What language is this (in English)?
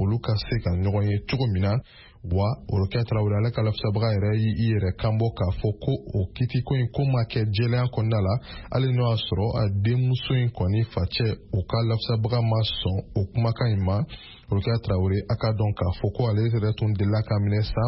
Bambara